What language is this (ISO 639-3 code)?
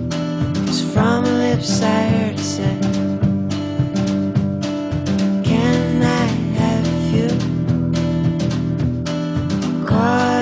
eus